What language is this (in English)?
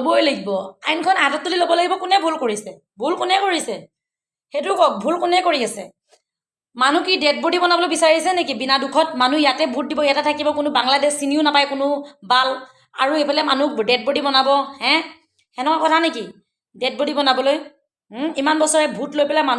Assamese